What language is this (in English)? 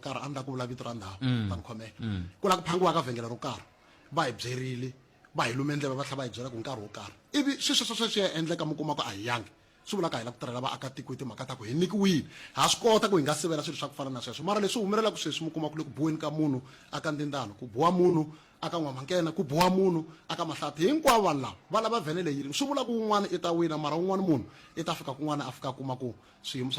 Tsonga